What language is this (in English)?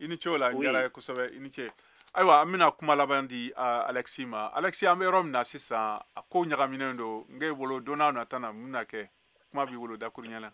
Bambara